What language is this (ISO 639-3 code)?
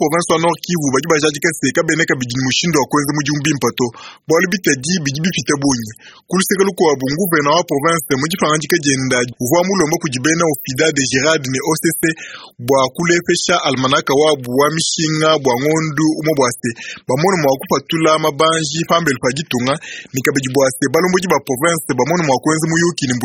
lua